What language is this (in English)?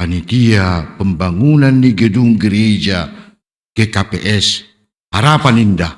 Batak Simalungun